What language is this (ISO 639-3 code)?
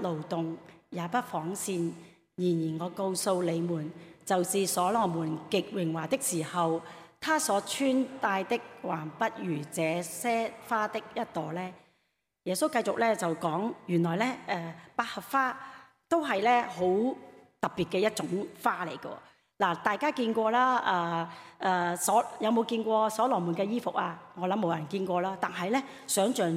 yue